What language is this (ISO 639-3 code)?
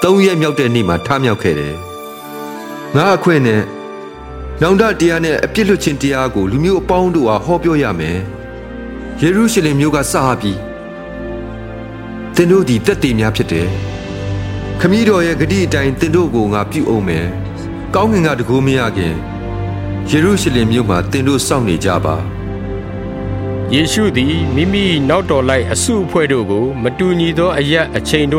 mya